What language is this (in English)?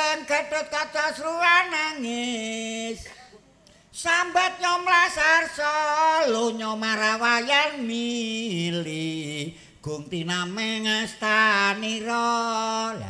Javanese